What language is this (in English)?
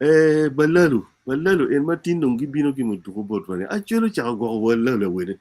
Acoli